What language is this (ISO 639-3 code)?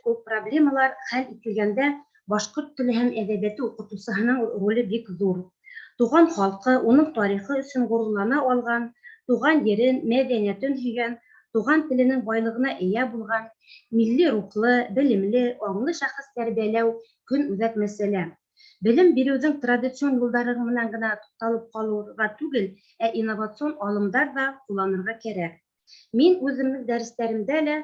bak